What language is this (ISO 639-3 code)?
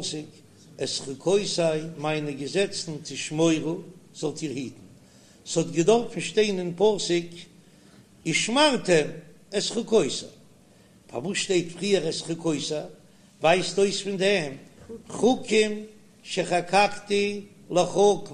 yid